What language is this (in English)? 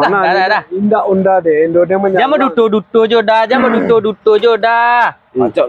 Minangkabau